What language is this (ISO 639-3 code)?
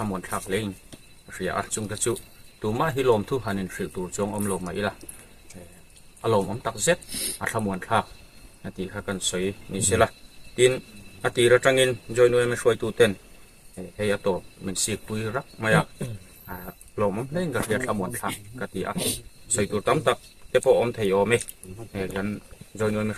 hmr